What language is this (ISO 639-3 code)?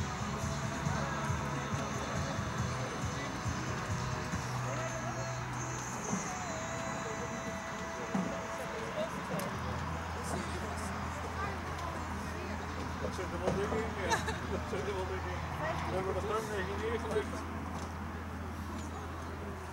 nld